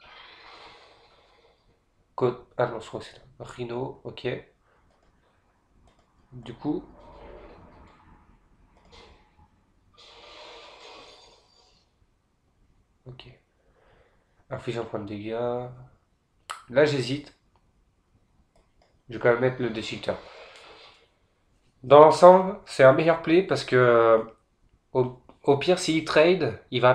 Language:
French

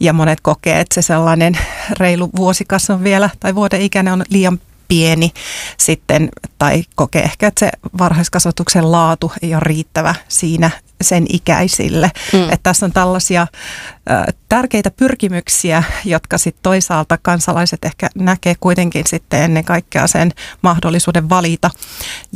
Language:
Finnish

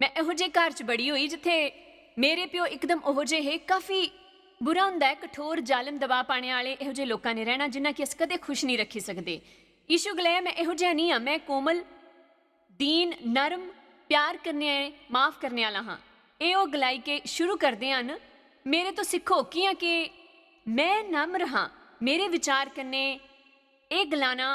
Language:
Dogri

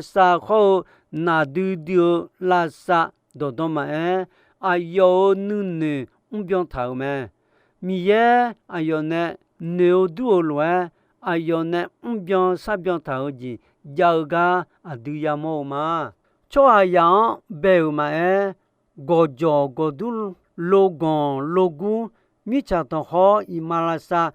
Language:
Akha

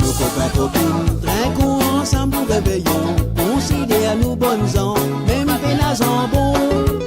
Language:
Morisyen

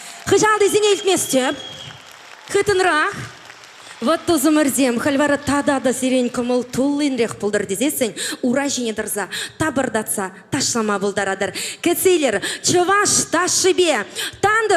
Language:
Chuvash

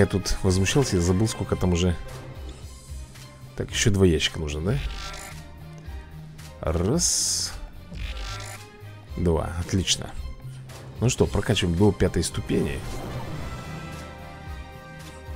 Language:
Russian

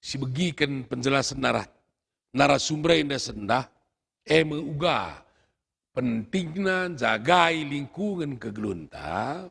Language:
Batak Karo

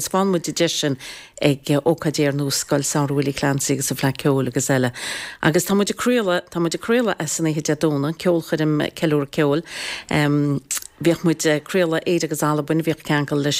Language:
Irish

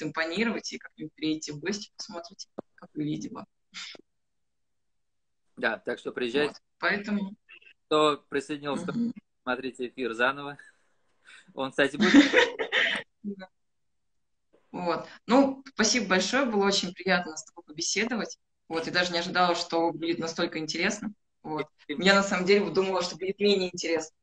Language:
Russian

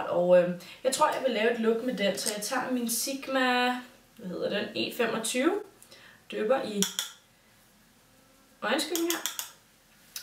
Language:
Danish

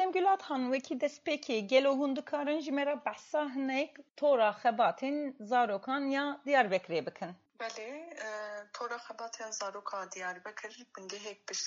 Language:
Kurdish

